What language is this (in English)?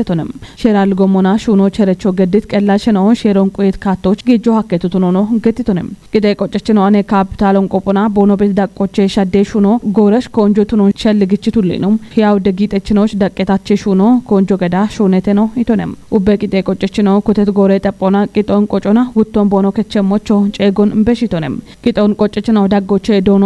Kafa